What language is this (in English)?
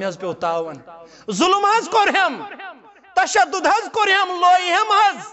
Kashmiri